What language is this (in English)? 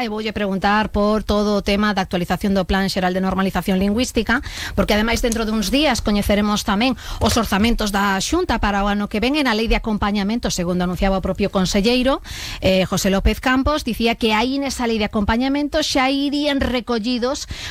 Galician